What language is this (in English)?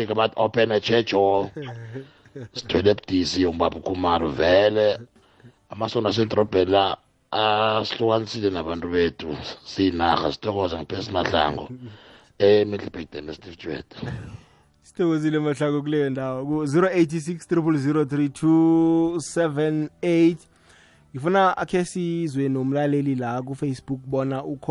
South Ndebele